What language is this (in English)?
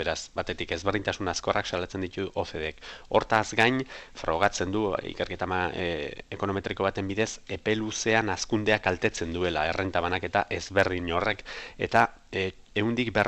Basque